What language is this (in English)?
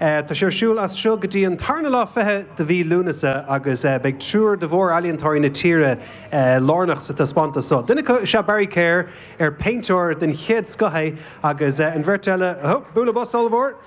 Irish